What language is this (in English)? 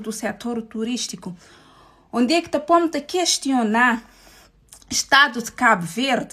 Kabuverdianu